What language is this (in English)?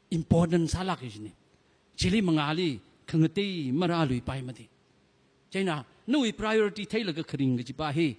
Tangkhul Naga (India)